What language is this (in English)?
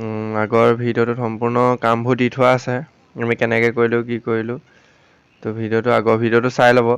Assamese